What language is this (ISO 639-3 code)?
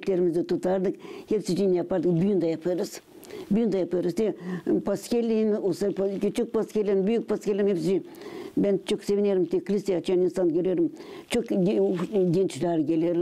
gag